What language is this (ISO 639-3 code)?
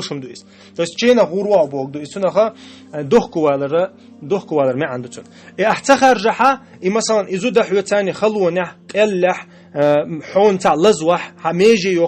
che